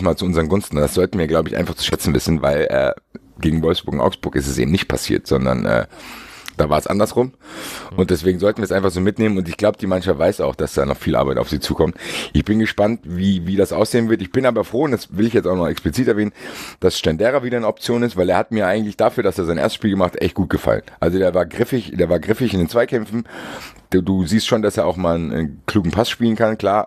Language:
German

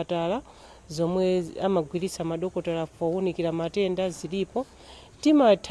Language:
Nyanja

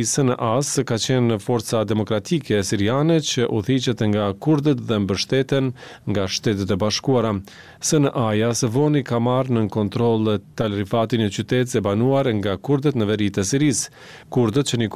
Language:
Albanian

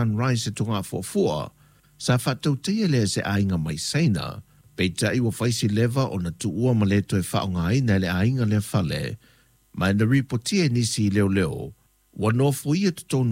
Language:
Samoan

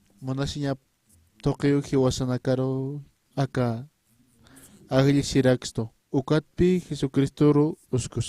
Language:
Aymara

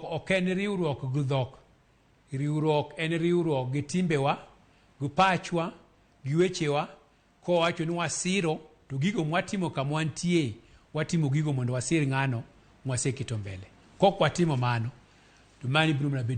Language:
Luo (Kenya and Tanzania)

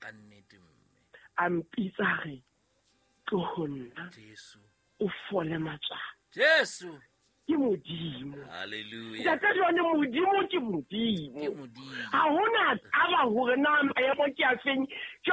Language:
Southern Sotho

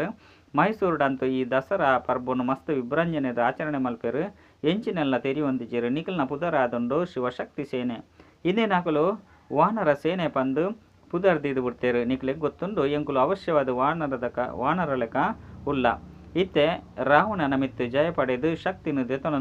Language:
Tulu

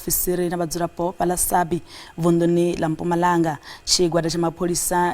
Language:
Venda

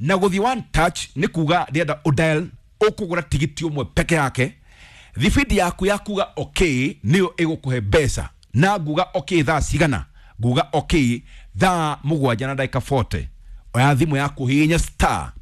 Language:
Kikuyu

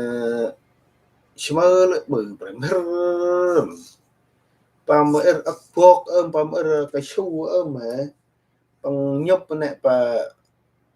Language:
Central Mnong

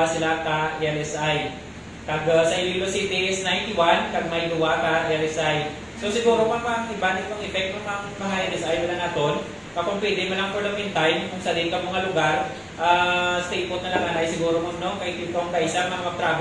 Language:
Hiligaynon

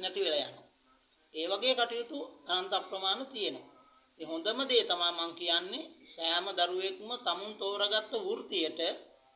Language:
Sinhala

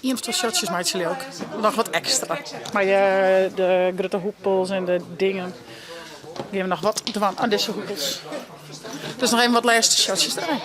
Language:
Western Frisian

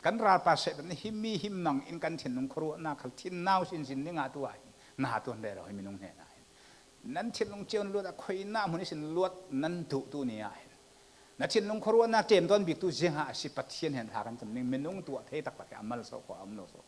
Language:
Falam Chin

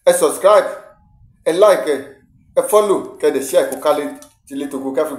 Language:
Yoruba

